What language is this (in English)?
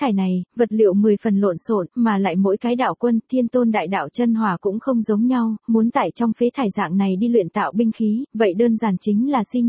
Vietnamese